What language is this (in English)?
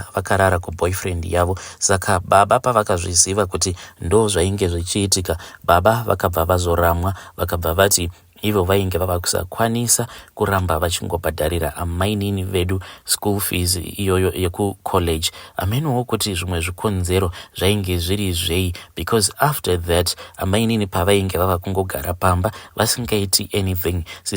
Shona